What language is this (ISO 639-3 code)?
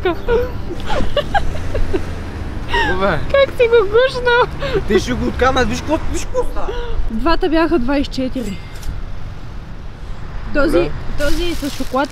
bul